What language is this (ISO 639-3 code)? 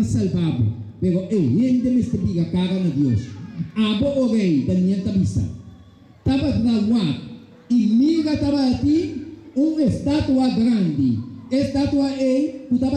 pap